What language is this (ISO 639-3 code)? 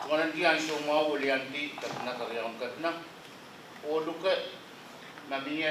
pon